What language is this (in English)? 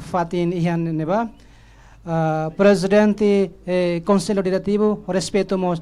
Tetum